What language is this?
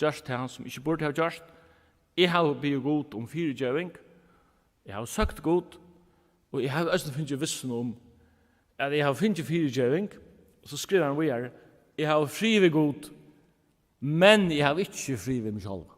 Faroese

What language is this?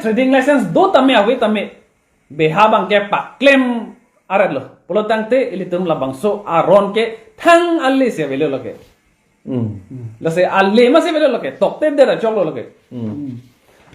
Karbi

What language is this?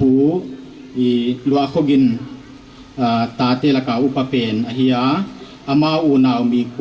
Paite Chin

